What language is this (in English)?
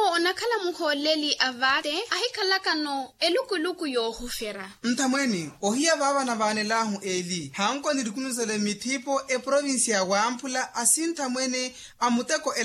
Makhuwa